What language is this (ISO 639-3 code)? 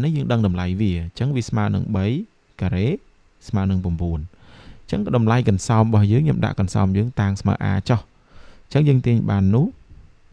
khm